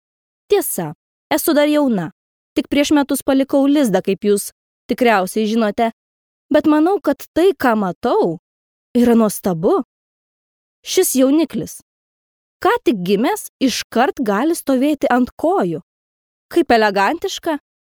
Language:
Lithuanian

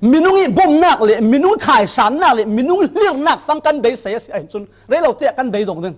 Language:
Falam Chin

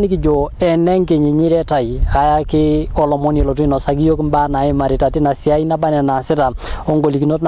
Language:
Masai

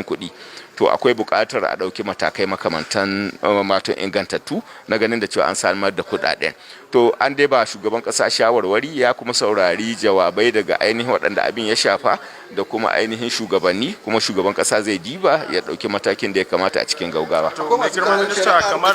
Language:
Hausa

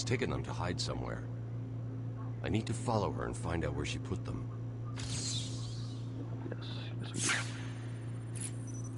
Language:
English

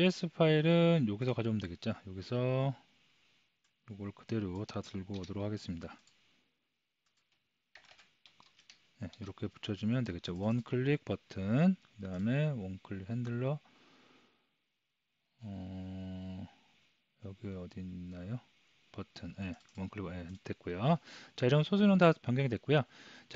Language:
Korean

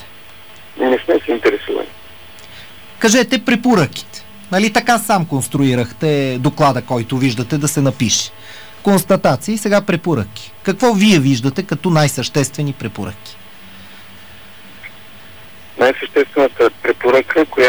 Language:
Bulgarian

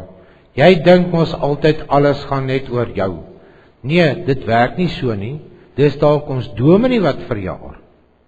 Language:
Afrikaans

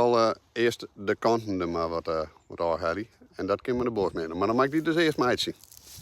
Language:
Western Frisian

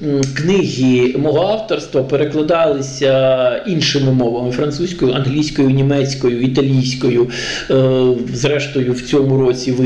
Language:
Ukrainian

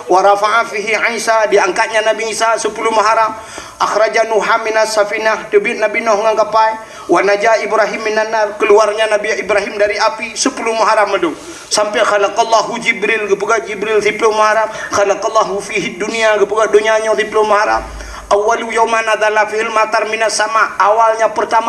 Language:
Achinese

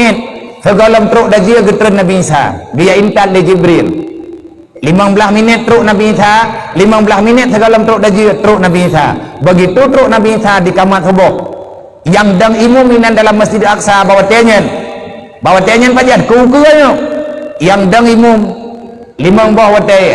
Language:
Achinese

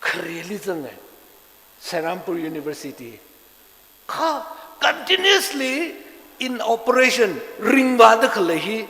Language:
Tangkhul Naga (India)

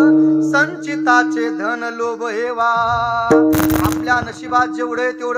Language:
Marathi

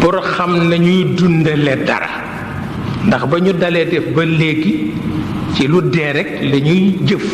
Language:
Wolof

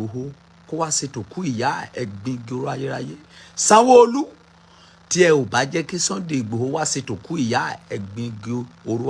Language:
Yoruba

